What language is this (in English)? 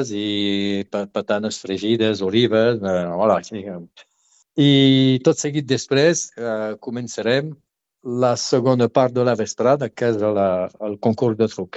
Catalan